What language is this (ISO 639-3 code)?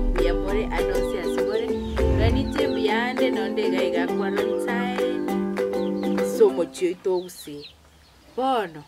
guz